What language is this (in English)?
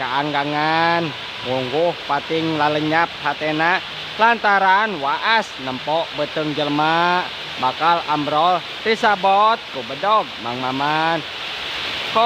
Sundanese